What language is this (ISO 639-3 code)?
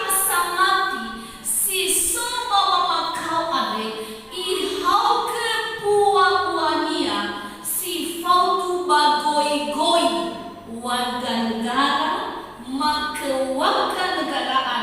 nia